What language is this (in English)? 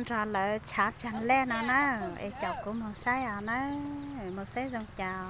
Hmong